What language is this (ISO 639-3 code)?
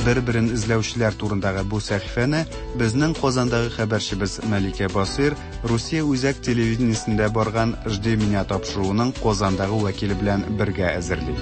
tat